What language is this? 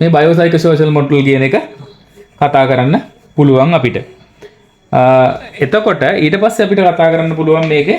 Sinhala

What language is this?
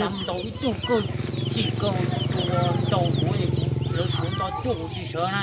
Hmong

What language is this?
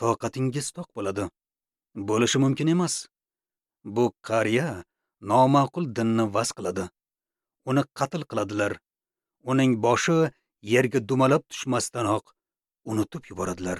Uzbek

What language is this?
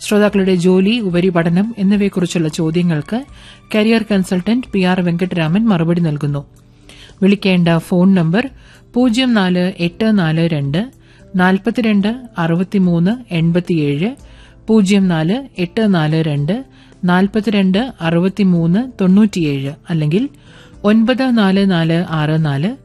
Malayalam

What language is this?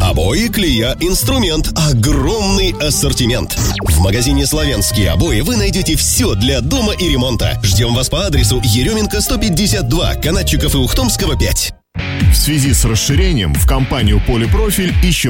Russian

